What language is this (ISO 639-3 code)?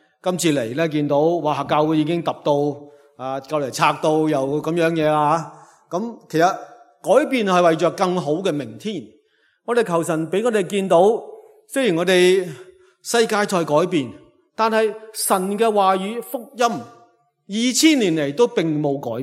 yue